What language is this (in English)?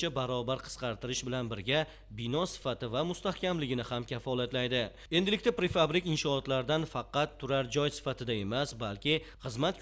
Uzbek